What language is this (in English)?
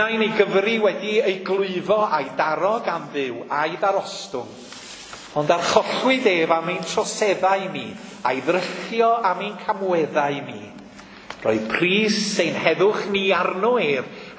Welsh